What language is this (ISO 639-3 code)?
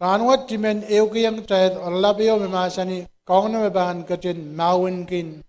pon